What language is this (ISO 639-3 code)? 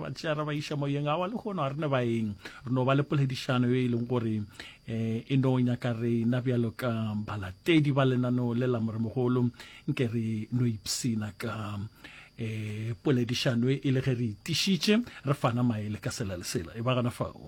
nso